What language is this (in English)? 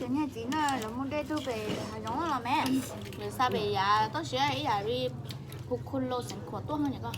Hmong